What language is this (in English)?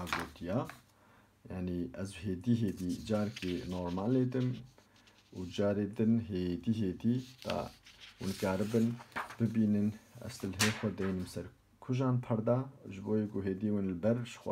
Kurdish